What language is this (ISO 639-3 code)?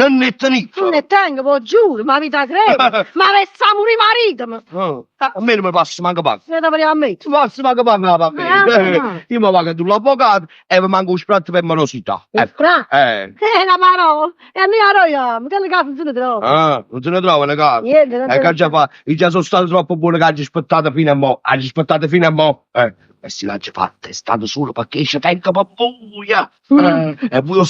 nap